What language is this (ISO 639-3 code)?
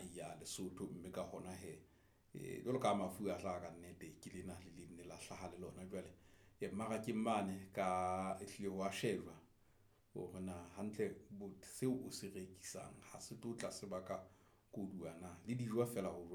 sot